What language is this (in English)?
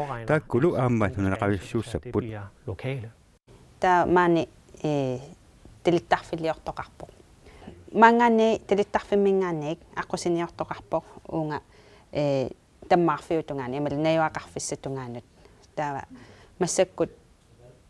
Kalaallisut